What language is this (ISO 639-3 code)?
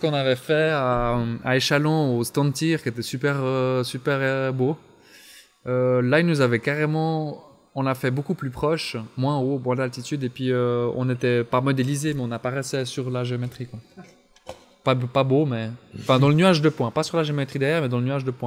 fra